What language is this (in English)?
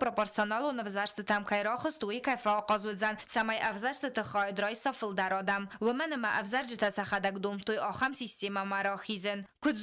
Ossetic